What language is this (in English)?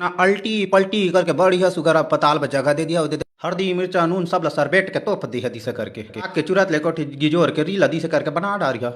Chhattisgarhi